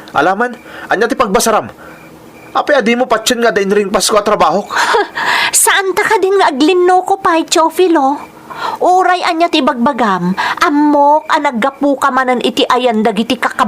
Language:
Iloko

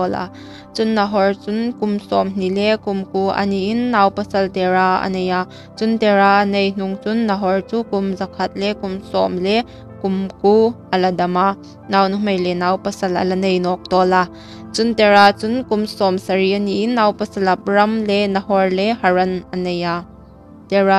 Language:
Hmar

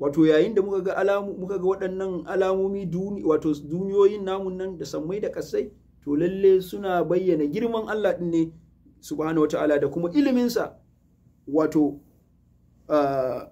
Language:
Hausa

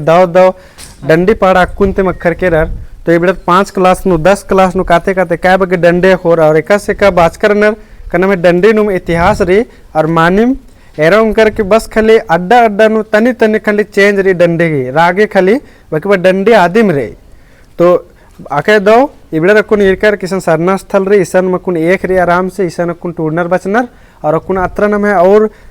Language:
Kurukh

